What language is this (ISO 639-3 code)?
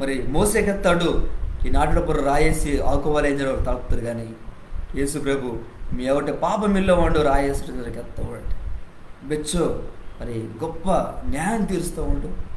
kff